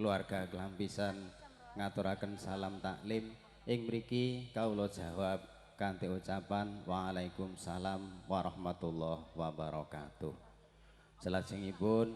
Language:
Javanese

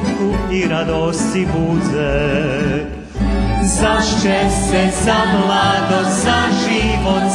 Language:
Rusyn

